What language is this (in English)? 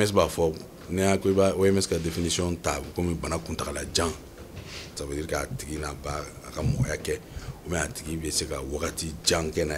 Bambara